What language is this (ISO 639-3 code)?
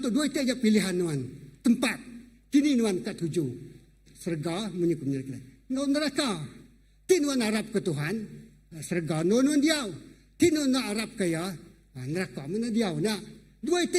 iba